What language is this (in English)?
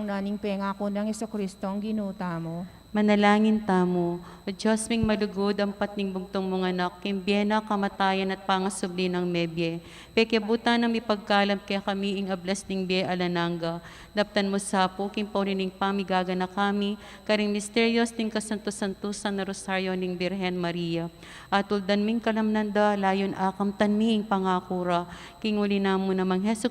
Pampanga